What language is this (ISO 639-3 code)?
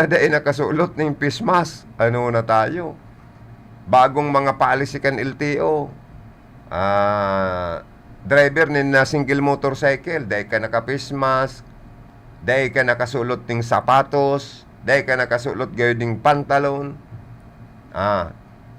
bik